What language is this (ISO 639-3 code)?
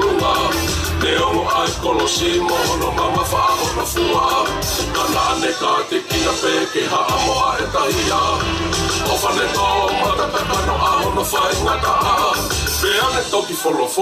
ton